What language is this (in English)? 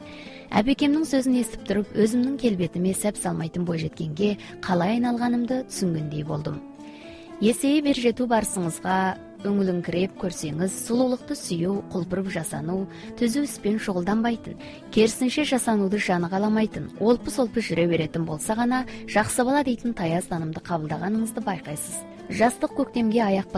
Kazakh